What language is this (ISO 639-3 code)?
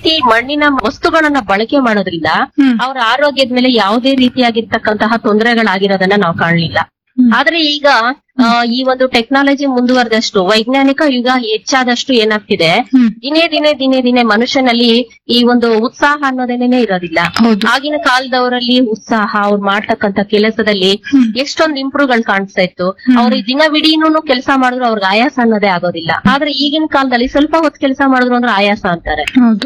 kan